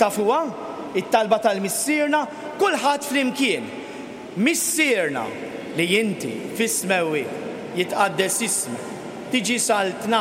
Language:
Maltese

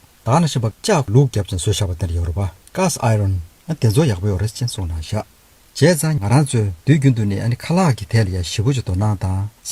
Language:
Tibetan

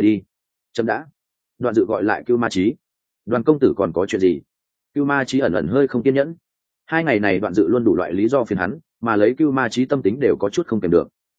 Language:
Vietnamese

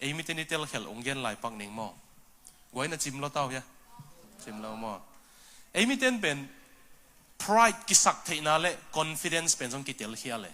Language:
Tedim Chin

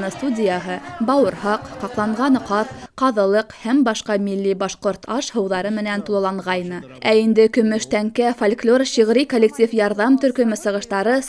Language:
Bashkir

